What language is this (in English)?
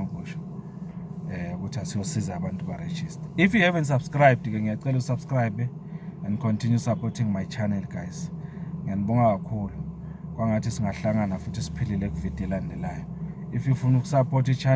Zulu